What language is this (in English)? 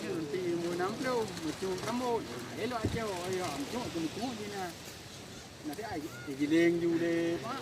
Achinese